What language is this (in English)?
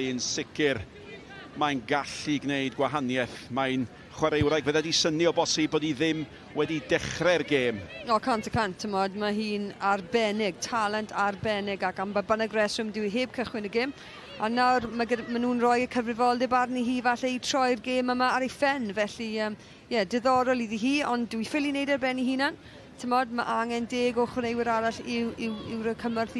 Welsh